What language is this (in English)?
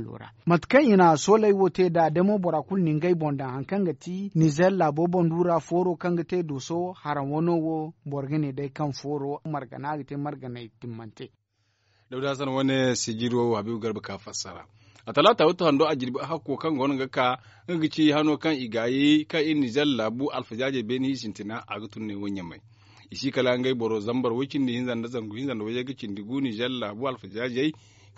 Zarma